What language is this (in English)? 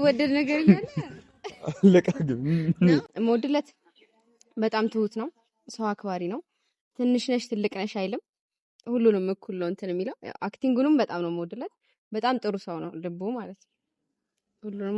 Amharic